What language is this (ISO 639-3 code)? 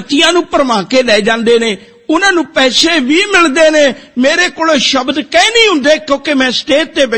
pan